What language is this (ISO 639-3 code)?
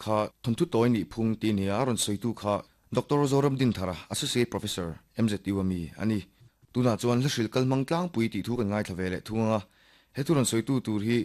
lus